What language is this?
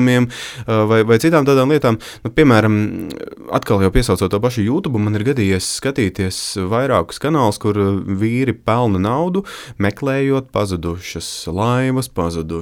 Latvian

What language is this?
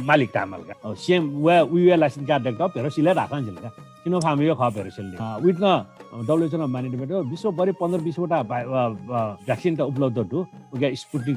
Newari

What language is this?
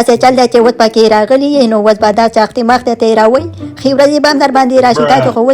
Pashto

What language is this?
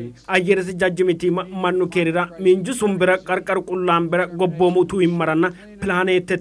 Sidamo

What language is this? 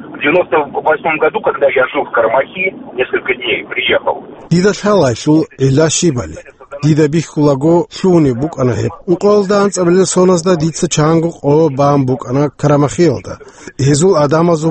Avaric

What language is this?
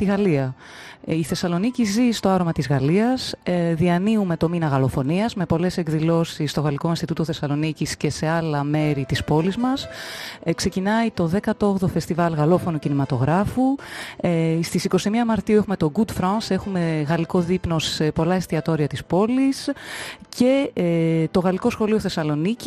Greek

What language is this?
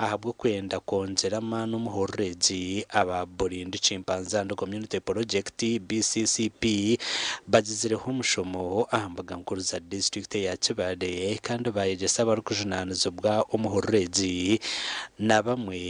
Nyankole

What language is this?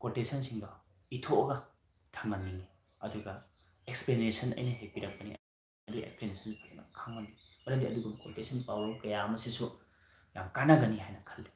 Manipuri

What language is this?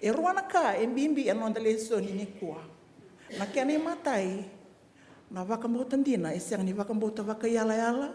Fijian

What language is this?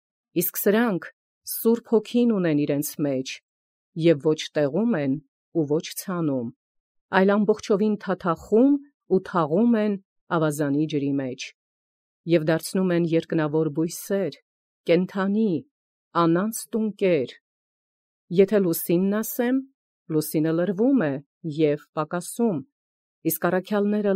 Armenian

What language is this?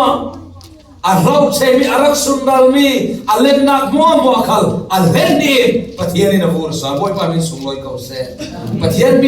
Falam Chin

